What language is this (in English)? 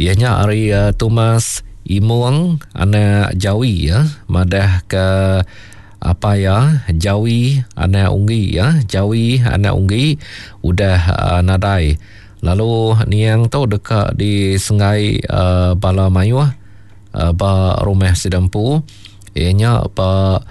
Iban